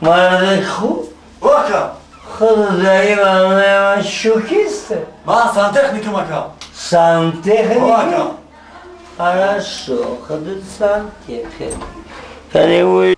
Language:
Tajik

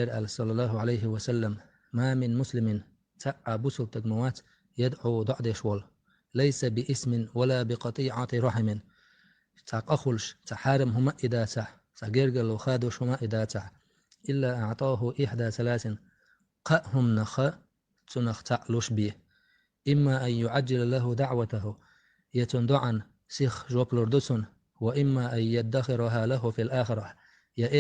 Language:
Chechen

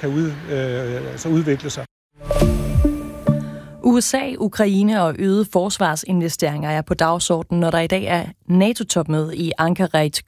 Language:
Danish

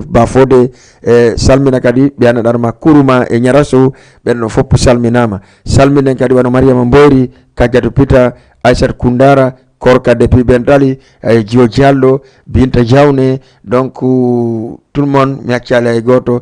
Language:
Fula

